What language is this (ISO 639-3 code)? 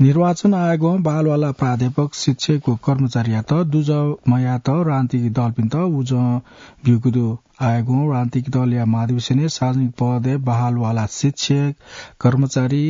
new